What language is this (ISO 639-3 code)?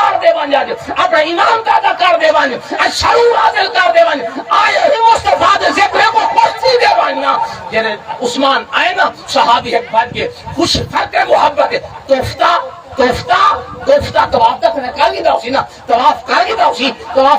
skr